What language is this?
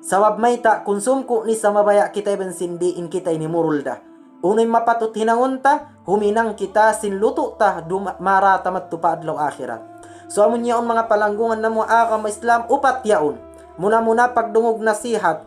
Tausug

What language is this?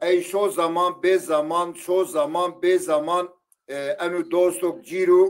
Zaza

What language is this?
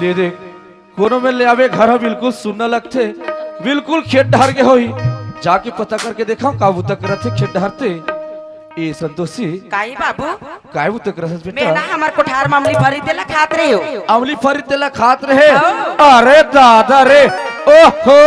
Chhattisgarhi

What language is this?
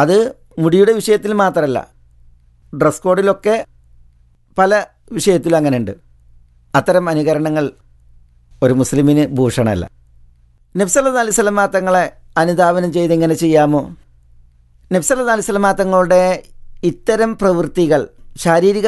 Malayalam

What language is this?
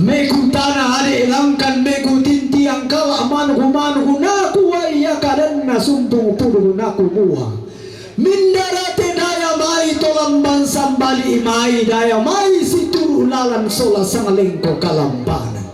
Toraja-Sa'dan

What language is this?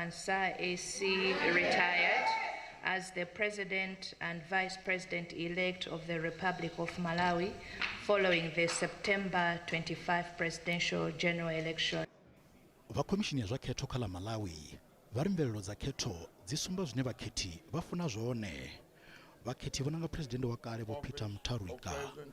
Venda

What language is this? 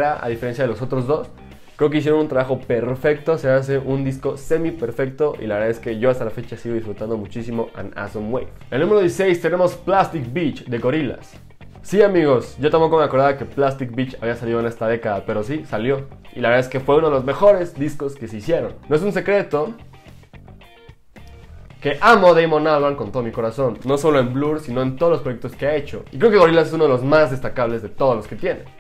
Spanish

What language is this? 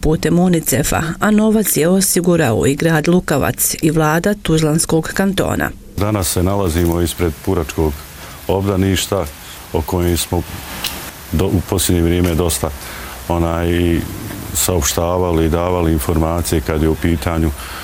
Bosnian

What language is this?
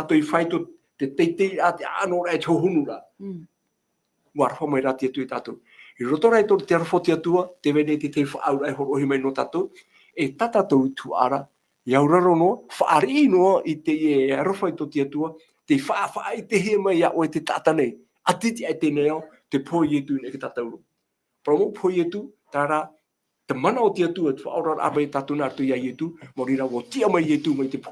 Tahitian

